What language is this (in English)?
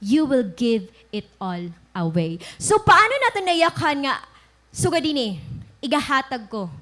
Waray